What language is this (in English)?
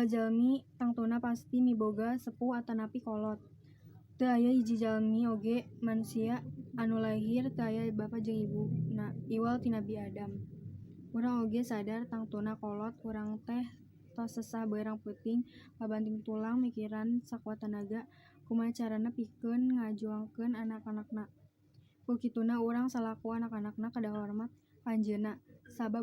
Sundanese